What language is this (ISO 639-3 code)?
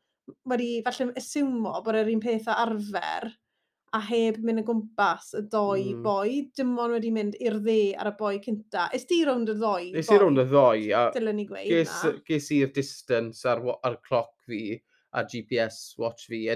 cym